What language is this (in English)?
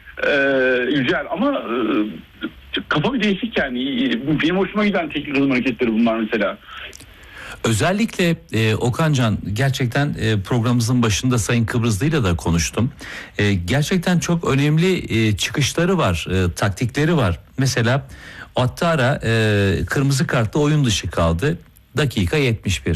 Turkish